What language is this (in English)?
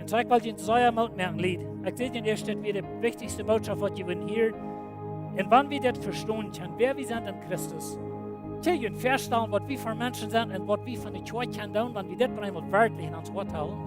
Plautdietsch